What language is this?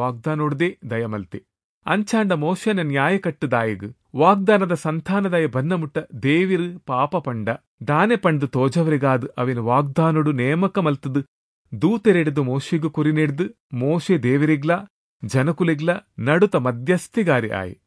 Tulu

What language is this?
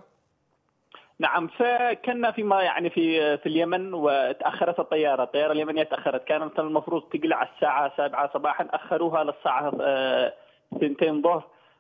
Arabic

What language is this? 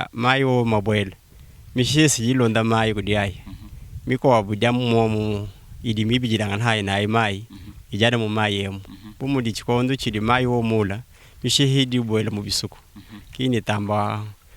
Luba-Lulua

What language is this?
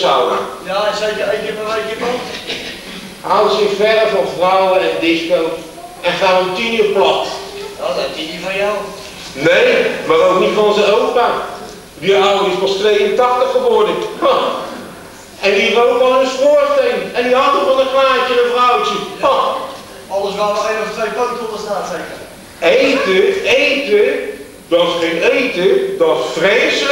Dutch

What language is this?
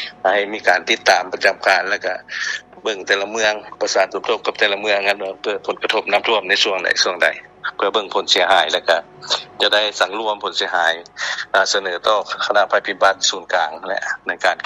Lao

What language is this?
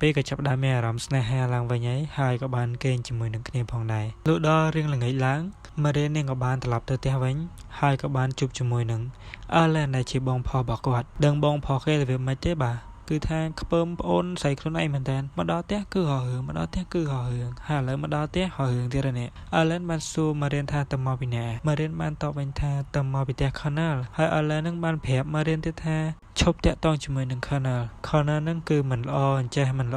Khmer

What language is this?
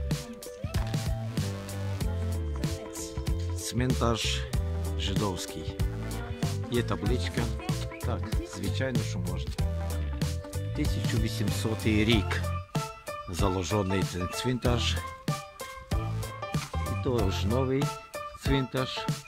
Ukrainian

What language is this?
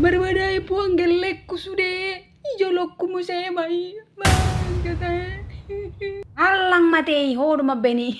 Batak Toba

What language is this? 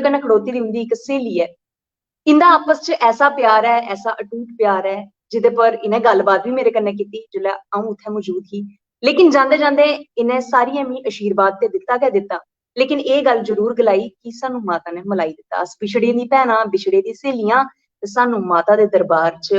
Dogri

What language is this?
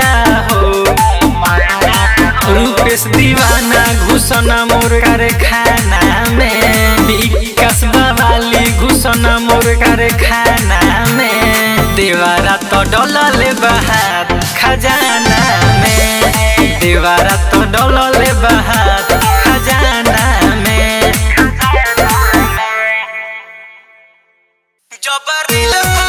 Bhojpuri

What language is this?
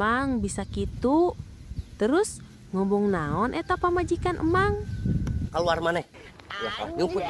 Sundanese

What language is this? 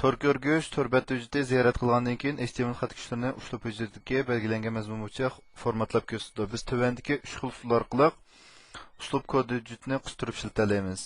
Uyghur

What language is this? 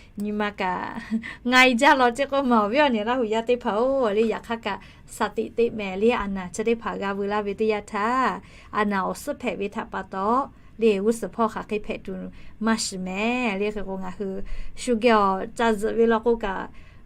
Lahu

